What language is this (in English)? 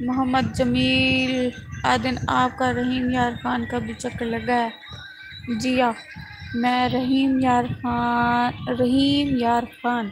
Saraiki